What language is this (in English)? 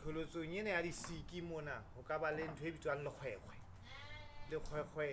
Southern Sotho